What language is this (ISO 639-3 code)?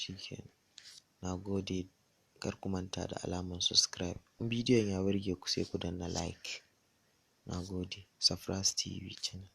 hau